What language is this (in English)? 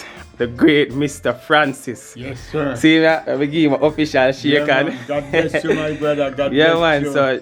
Jamaican Creole English